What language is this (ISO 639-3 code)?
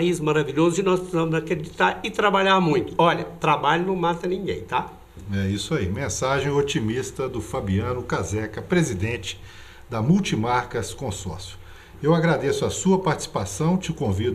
por